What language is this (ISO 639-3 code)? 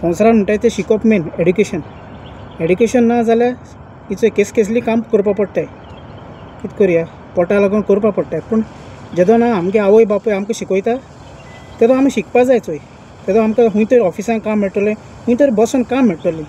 kok